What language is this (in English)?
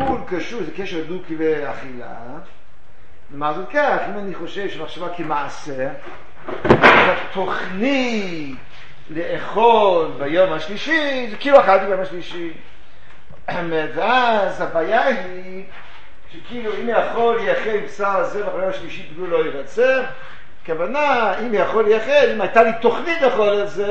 Hebrew